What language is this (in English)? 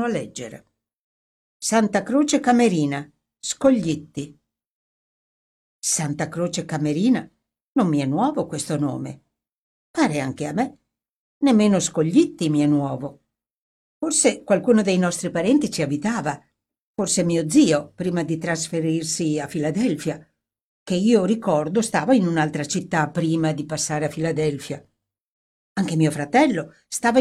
Italian